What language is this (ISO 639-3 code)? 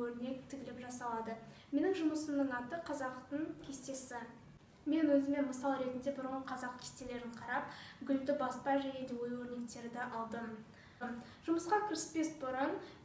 kaz